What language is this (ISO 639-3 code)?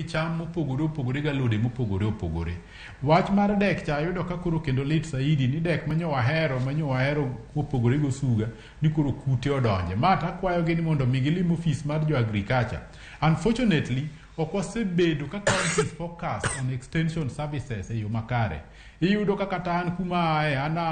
luo